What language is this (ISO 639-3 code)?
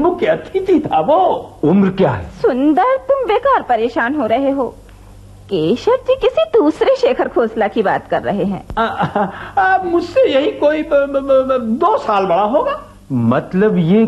hin